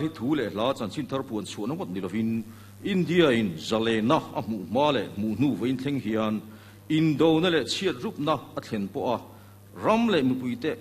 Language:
Mizo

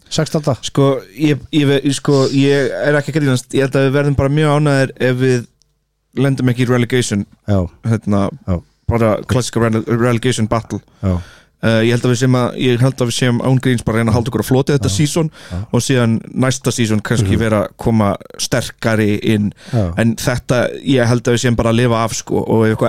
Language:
Icelandic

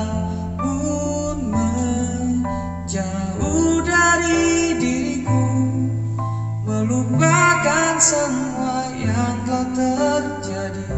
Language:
Indonesian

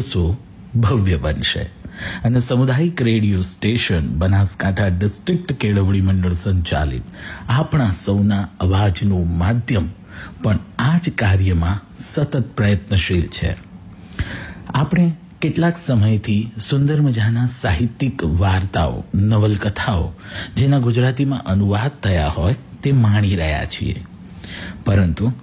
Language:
Gujarati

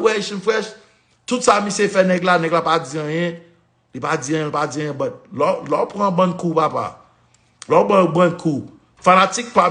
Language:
Haitian Creole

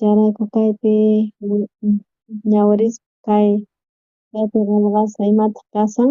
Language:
South Bolivian Quechua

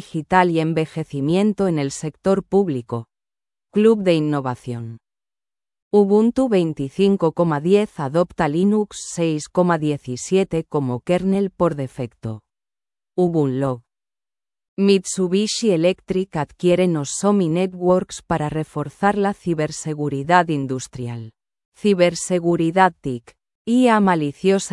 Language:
Spanish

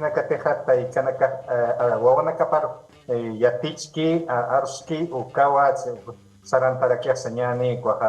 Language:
Aymara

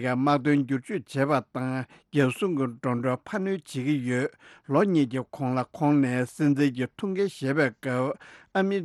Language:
Tibetan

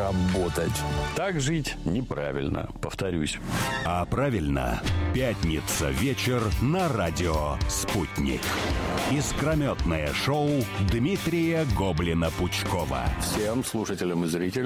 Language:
Russian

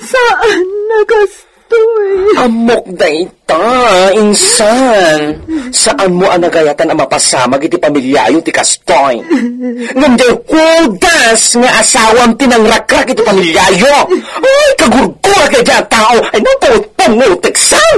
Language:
Iloko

